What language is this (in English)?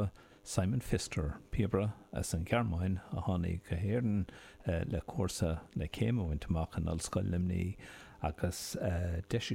Irish